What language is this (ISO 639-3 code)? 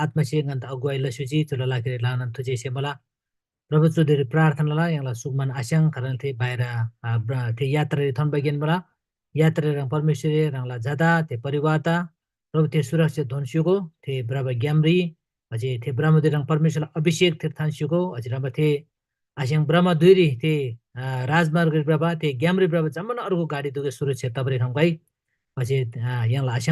taj